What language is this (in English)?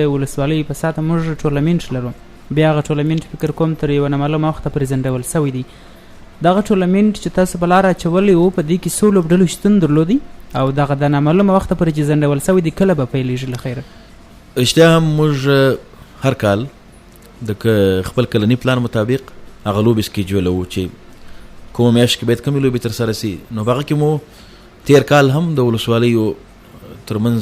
Pashto